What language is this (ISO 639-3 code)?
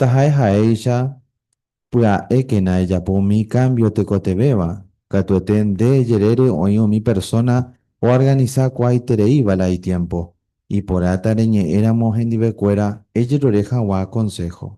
grn